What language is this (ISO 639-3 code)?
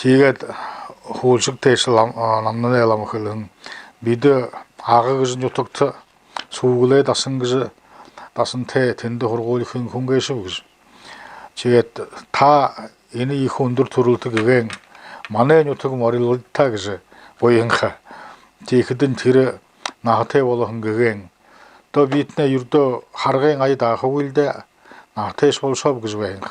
bua